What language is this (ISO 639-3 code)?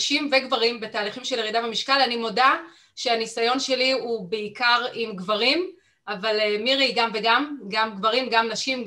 heb